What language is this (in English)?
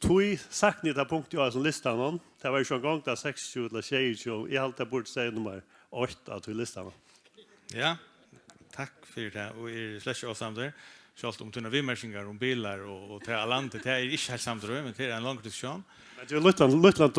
Faroese